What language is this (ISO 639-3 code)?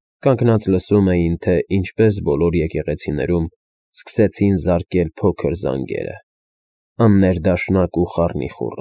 hye